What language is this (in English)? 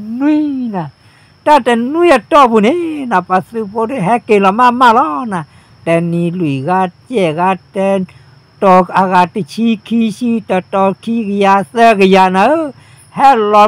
S'gaw Karen